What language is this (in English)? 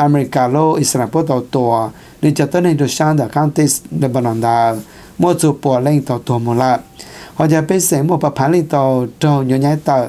Thai